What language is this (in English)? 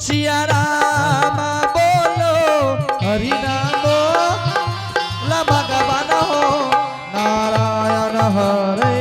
Angika